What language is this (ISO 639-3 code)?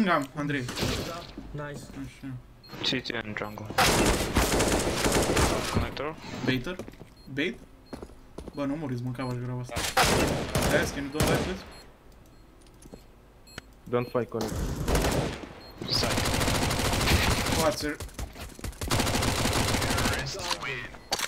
ron